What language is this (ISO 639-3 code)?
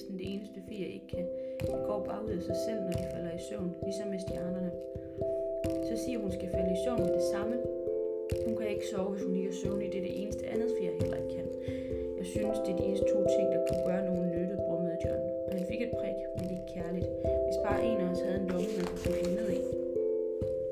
dan